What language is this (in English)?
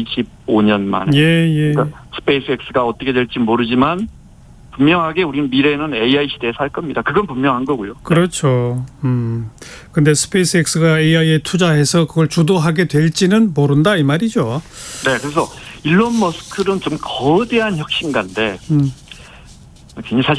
Korean